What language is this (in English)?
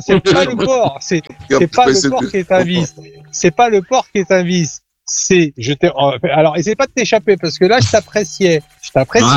French